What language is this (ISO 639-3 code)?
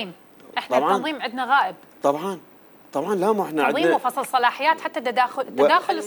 apc